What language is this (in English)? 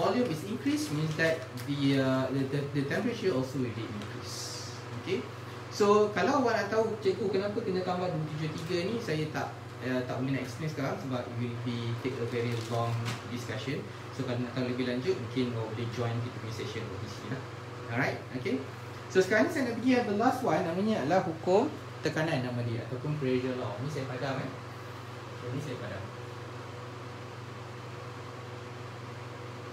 Malay